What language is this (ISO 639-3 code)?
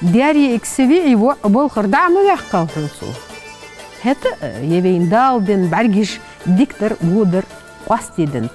inh